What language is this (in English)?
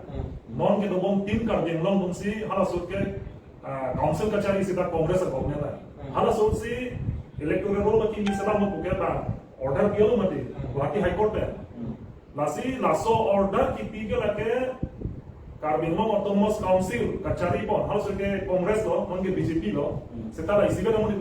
Karbi